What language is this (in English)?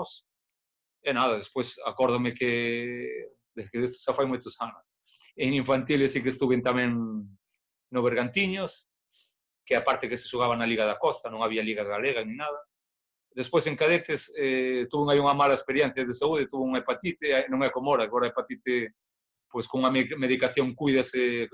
Galician